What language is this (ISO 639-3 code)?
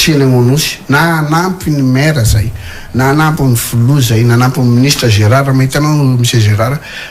mlg